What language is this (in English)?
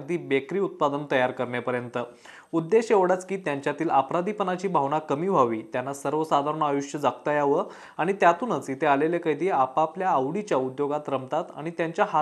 Marathi